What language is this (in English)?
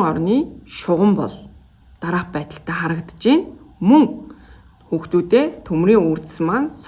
Mongolian